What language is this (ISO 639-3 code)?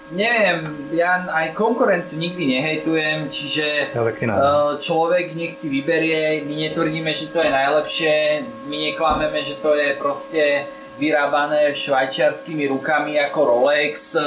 slk